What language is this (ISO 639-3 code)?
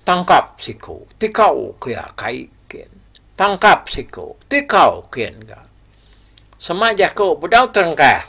iba